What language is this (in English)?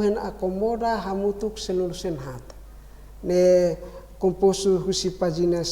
Tetum